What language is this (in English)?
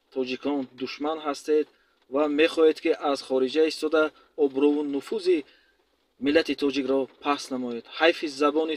Tajik